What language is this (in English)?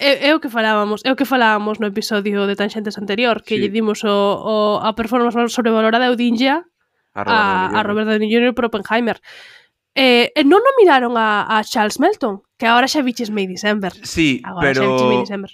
Galician